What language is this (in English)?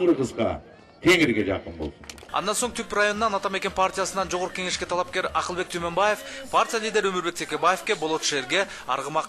Kyrgyz